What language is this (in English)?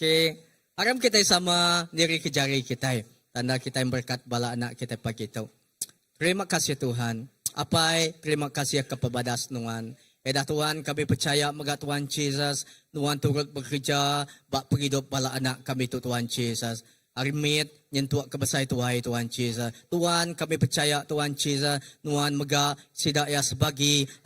Iban